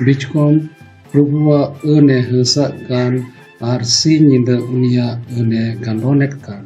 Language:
Santali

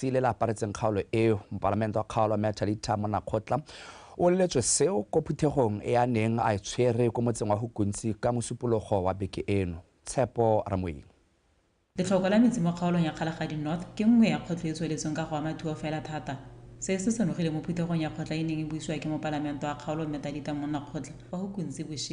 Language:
Tswana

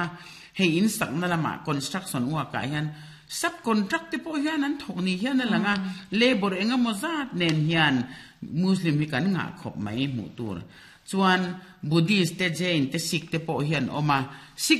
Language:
Mizo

